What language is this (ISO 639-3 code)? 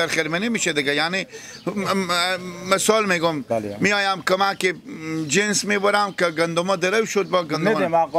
fas